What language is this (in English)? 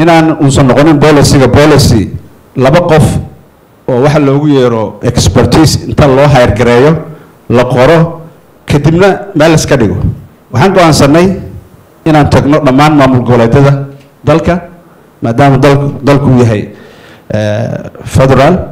Somali